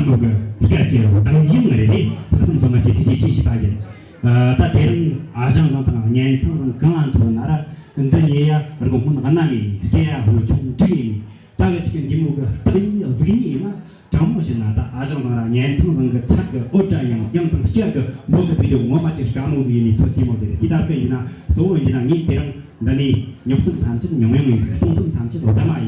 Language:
Tibetan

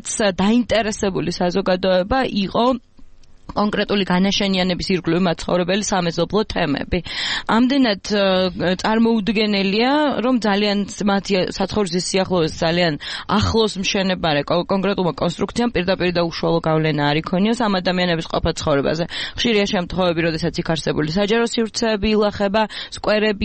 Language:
Georgian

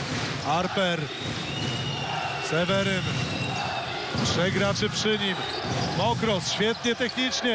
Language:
Polish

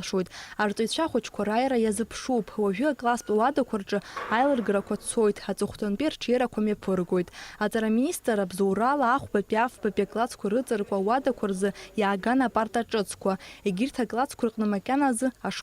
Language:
Abkhazian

